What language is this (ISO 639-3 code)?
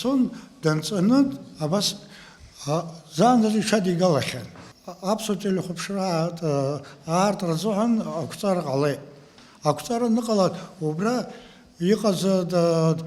abk